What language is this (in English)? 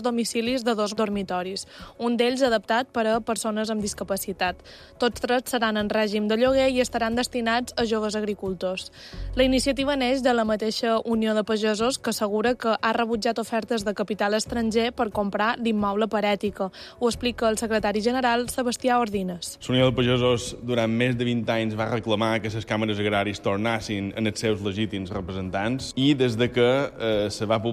Catalan